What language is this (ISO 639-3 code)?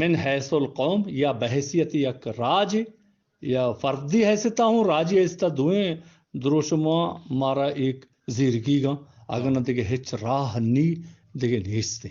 bgp